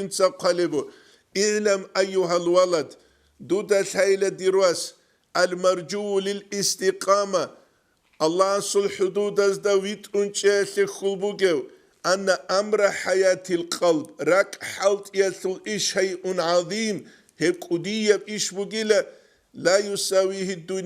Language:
Avaric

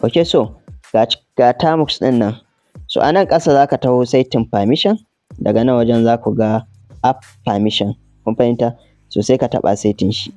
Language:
Hausa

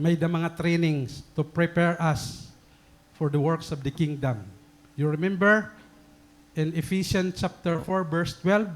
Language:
Waray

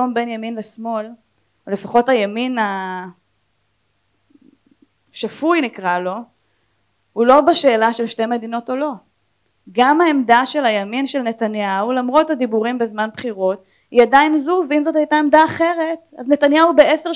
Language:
Hebrew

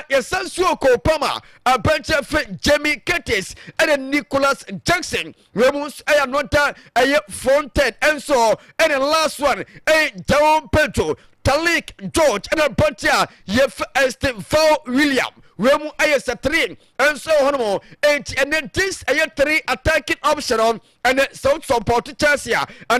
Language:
Akan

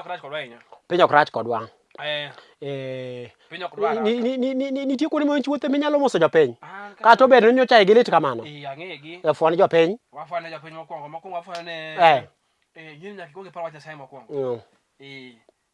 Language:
Luo (Kenya and Tanzania)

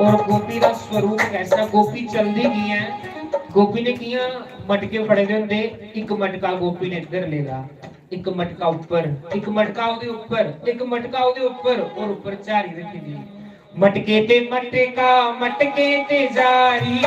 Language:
Dogri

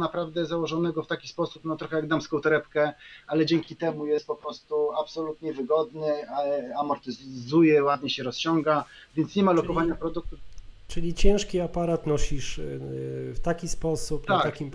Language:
Polish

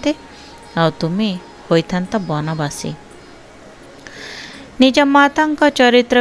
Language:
Odia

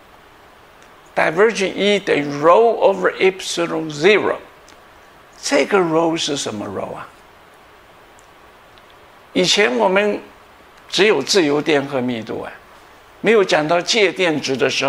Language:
Chinese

